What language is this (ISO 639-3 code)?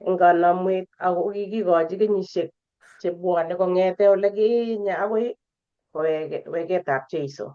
kln